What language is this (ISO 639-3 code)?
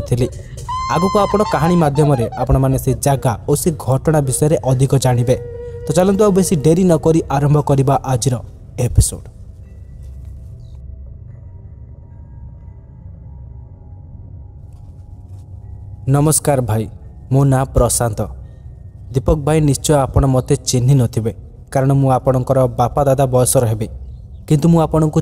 ori